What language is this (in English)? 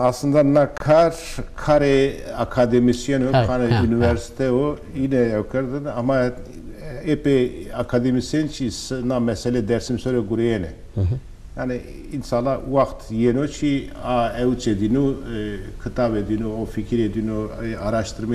Zaza